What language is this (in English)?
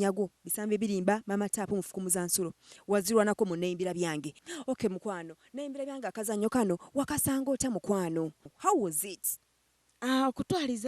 Ganda